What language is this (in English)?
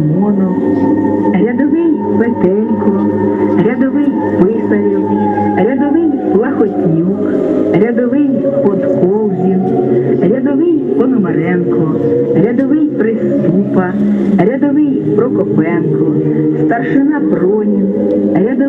Ukrainian